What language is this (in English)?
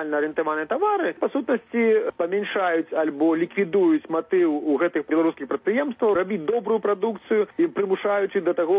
Belarusian